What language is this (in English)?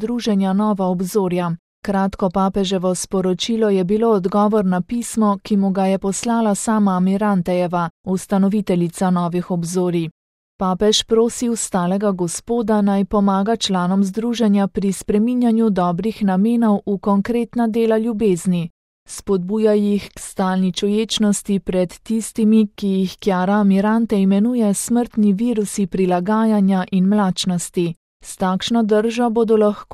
Slovenian